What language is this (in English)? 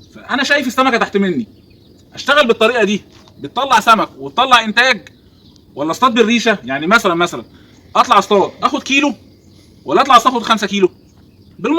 Egyptian Arabic